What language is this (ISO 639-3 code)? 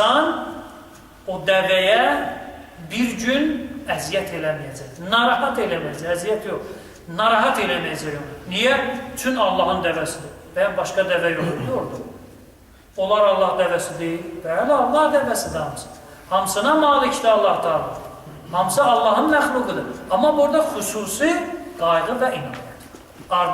aze